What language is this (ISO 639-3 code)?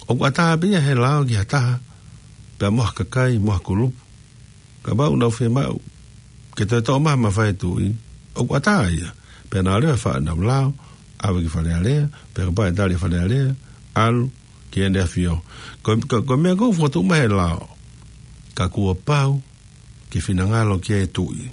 ton